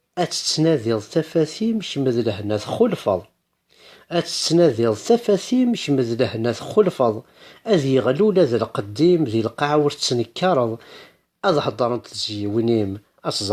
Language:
Kabyle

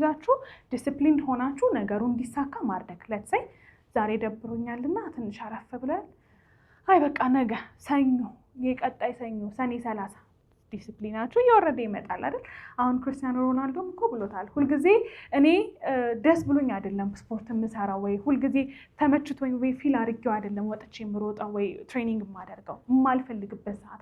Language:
Amharic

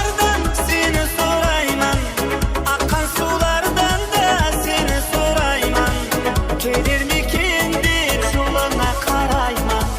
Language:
Kara-Kalpak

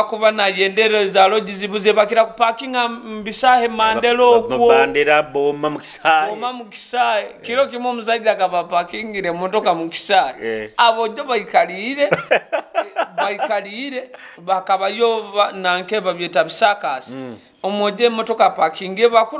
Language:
Nyoro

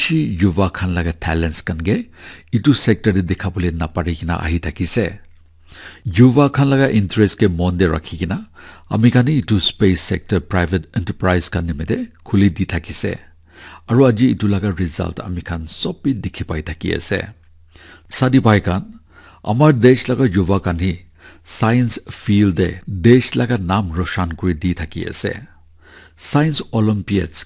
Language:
Naga Pidgin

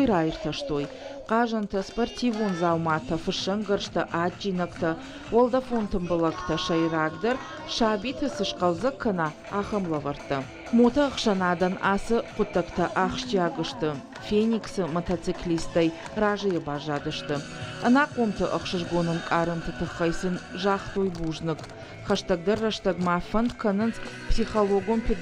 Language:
Ossetic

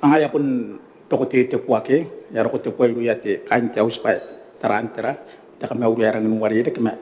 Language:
Gilbertese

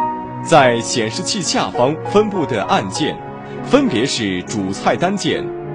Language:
Chinese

